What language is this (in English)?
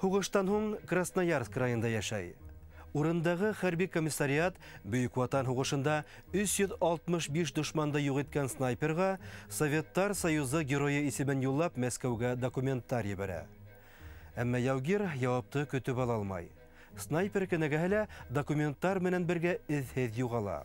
Bashkir